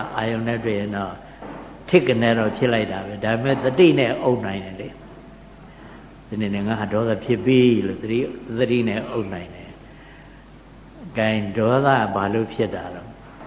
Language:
Burmese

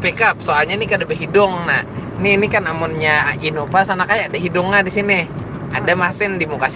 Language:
Banjar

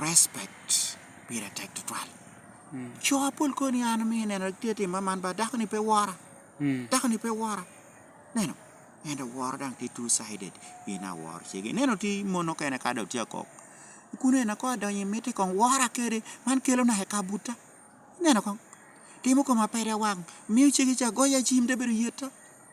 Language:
Lango (Uganda)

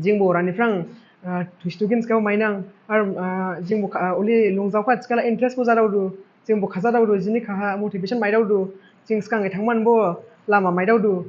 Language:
Dimasa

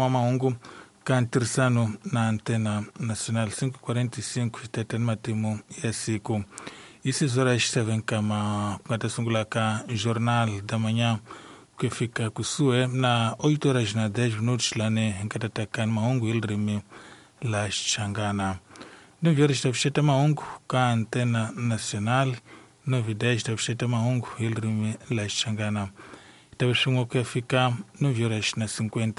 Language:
Tsonga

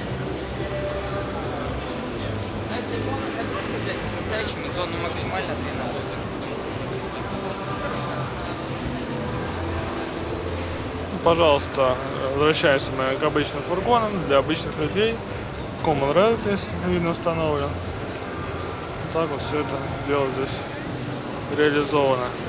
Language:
Russian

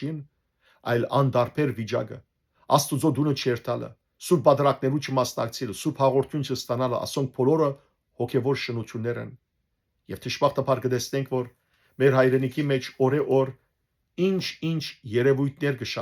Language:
Western Armenian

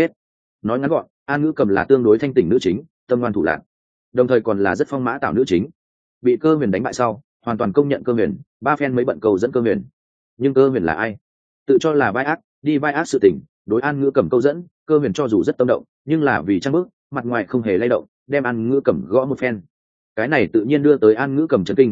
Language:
Vietnamese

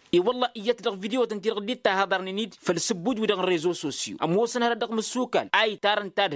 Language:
Tamasheq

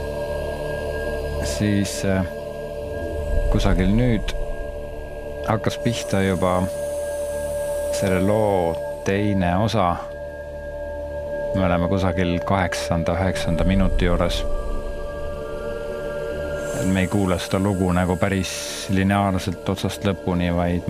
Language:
Estonian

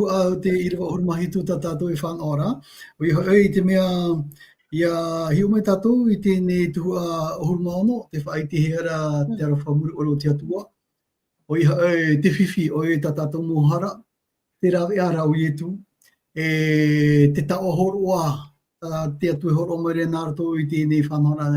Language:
Tahitian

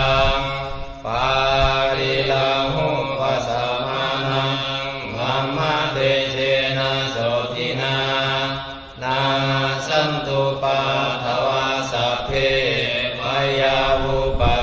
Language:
Pali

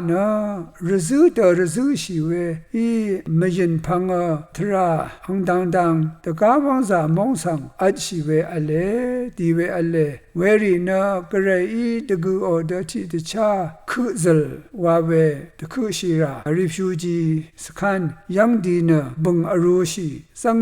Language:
Rawang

